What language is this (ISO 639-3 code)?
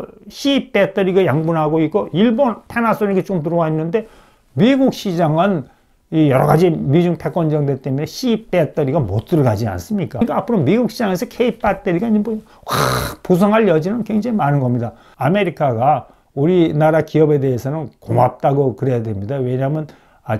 kor